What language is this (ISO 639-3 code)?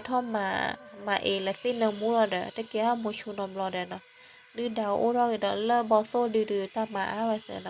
ksw